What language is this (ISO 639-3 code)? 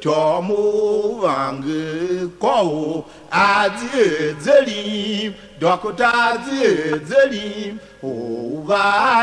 tiv